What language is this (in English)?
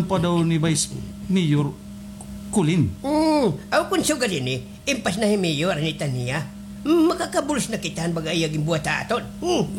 Waray